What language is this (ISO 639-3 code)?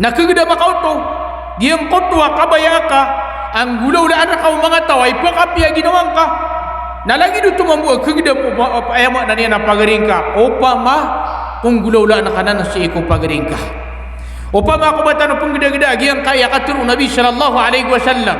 mrw